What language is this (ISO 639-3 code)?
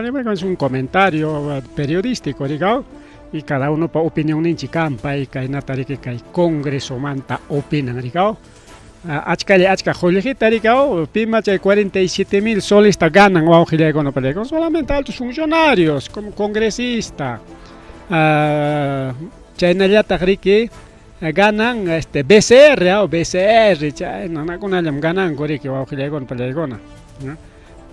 quy